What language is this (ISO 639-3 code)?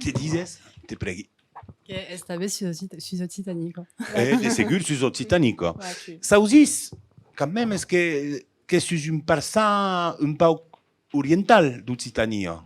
oci